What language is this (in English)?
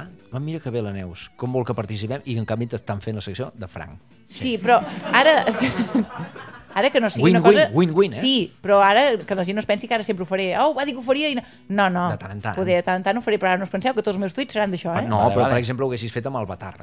Catalan